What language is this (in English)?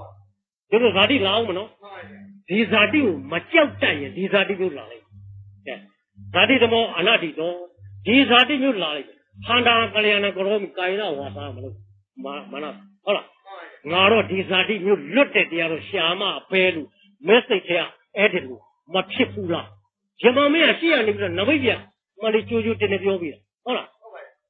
Burmese